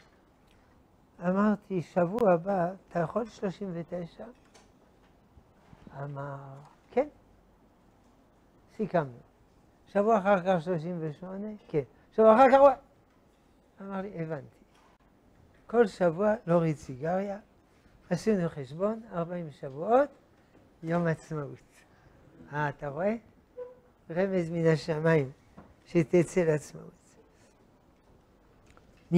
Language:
Hebrew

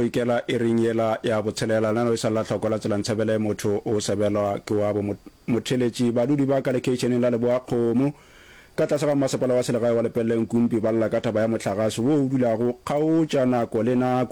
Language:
Northern Sotho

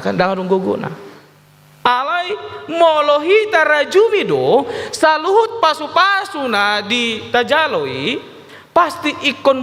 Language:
Batak Toba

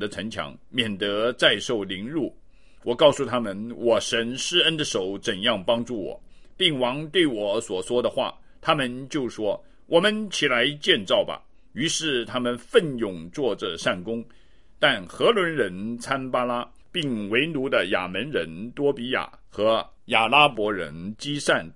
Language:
Chinese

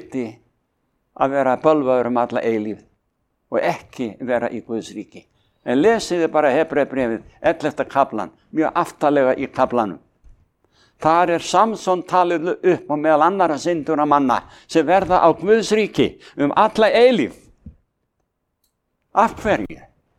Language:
Icelandic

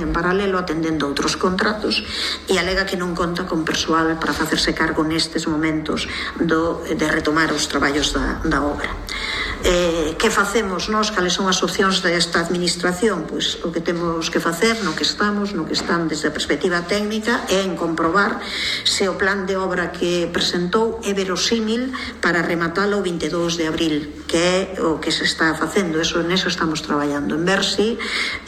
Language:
Galician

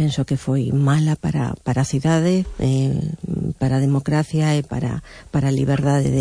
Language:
Galician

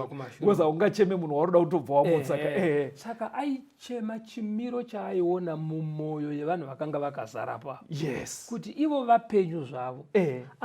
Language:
Shona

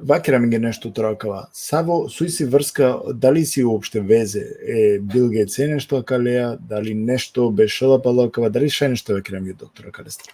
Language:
Balkan Romani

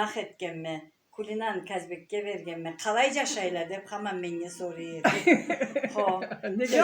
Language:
Karachay-Balkar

